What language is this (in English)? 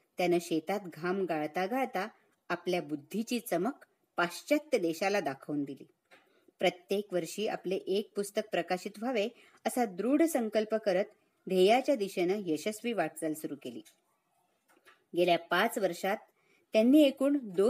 Marathi